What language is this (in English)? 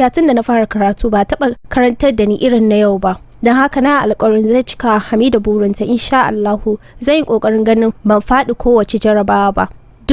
Hausa